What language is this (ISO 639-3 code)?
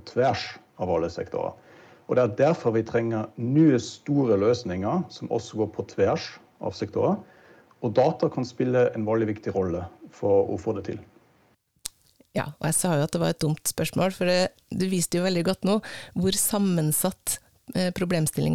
nor